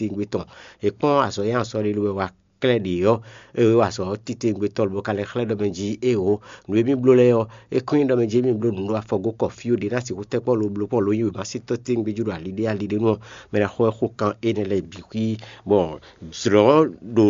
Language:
Fon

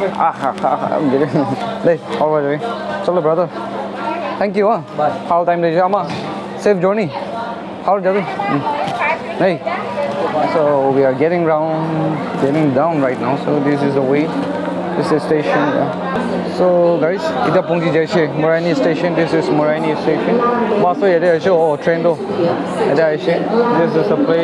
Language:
Naga Pidgin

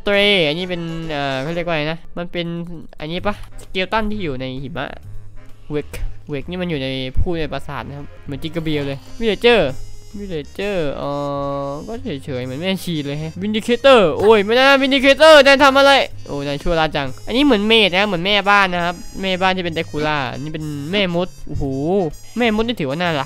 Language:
Thai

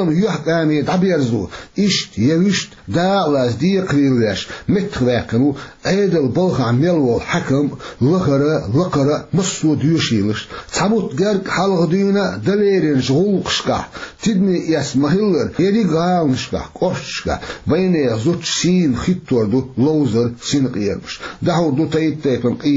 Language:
Chechen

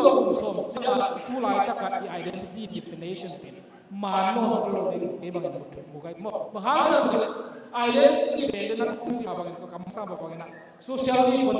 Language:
Tedim Chin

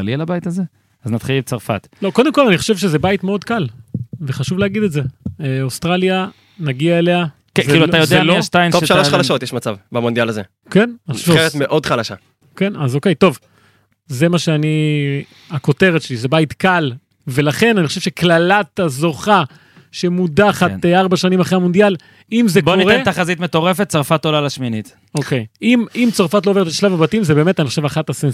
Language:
Hebrew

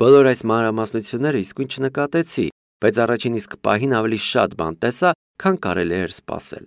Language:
Armenian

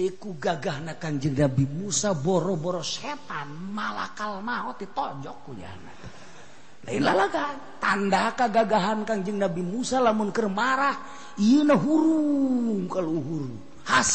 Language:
Sundanese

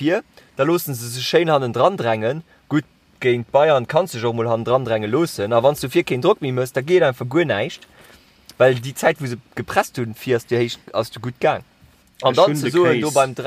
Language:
Luxembourgish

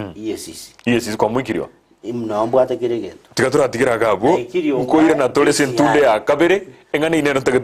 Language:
Gusii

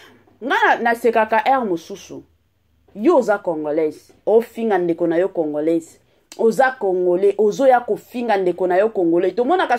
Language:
Lingala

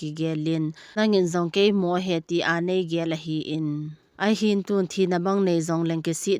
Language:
Thado Chin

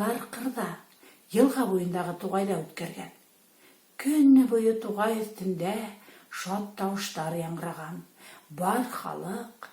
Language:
Bashkir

